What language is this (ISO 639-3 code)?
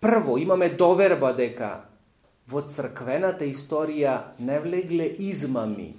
mkd